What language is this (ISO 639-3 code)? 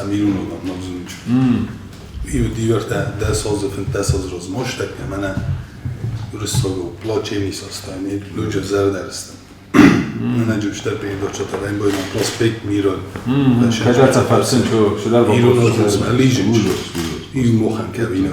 oss